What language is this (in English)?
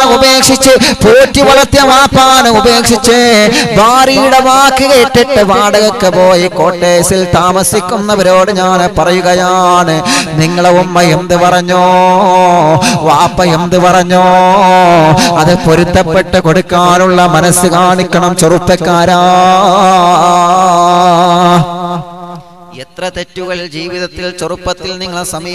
Malayalam